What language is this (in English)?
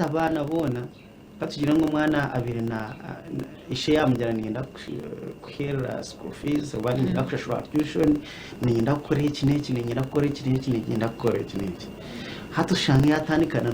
Nyankole